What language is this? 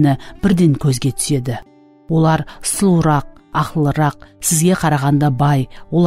Kara-Kalpak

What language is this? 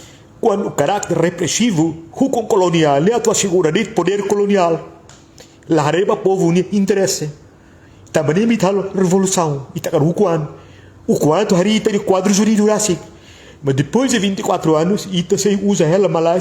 Tetum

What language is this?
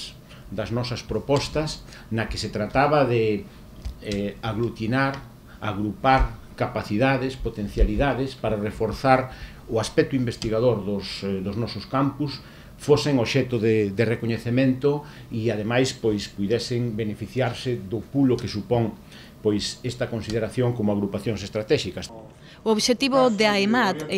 Galician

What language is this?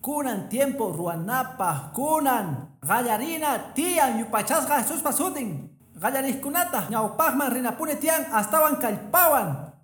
Quechua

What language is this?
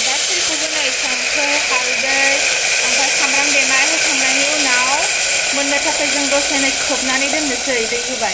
Bodo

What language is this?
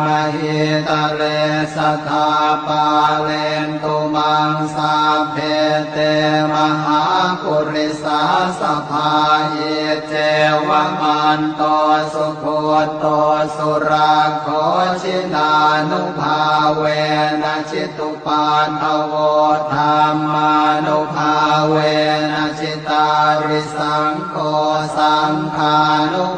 Pali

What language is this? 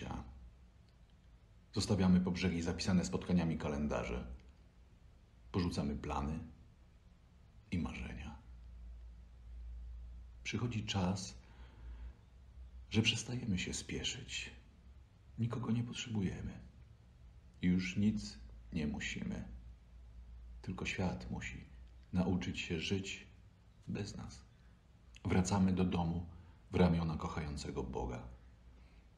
Polish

